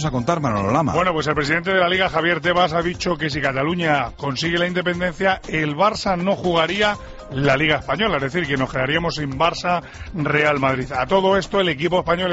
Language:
Spanish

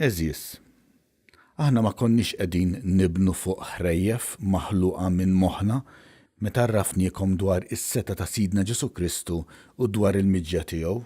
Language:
Maltese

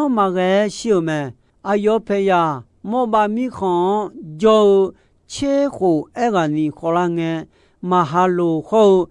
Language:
Akha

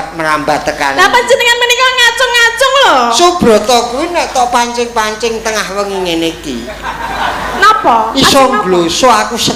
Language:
Javanese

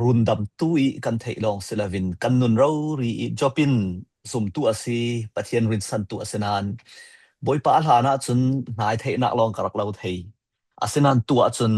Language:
Falam Chin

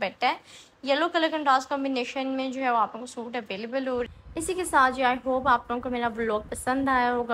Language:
Hindi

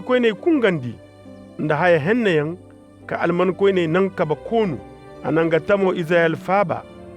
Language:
Koyraboro Senni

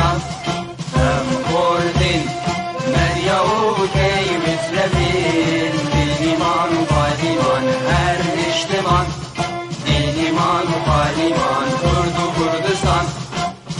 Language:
Kurdish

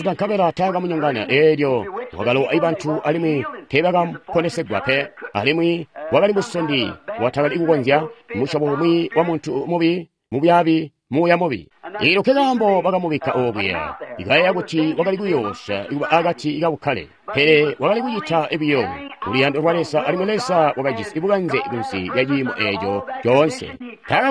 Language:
Tonga (Zambia)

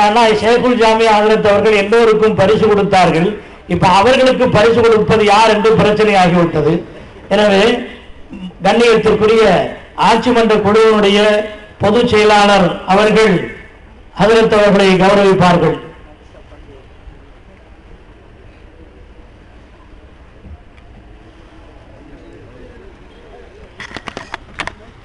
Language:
Tamil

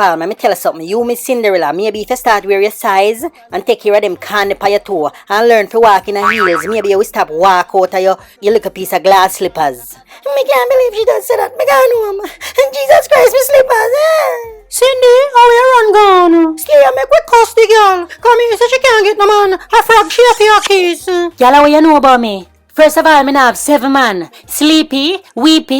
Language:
Jamaican Creole English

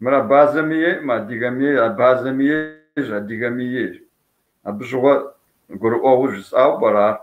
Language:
Kabardian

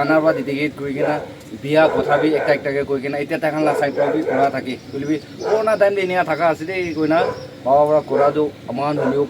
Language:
Naga Pidgin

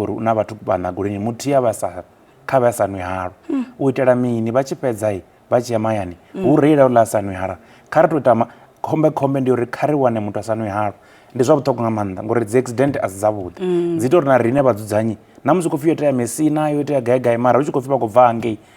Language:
Venda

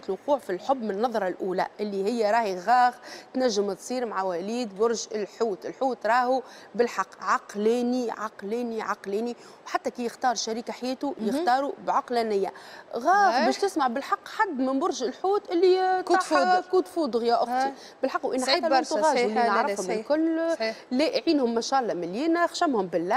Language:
Tunisian Arabic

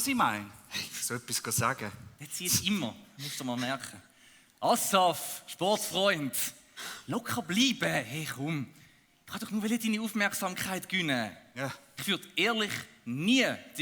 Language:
Swiss German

